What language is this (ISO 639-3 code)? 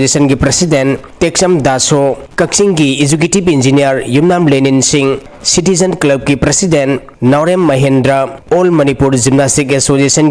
mni